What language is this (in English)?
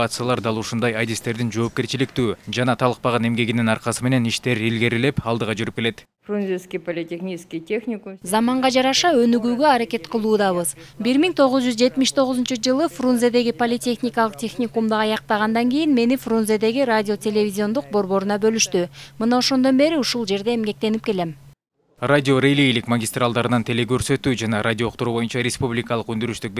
Kyrgyz